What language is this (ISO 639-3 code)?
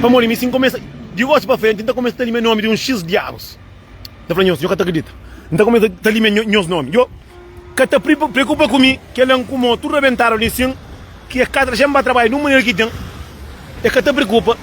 kea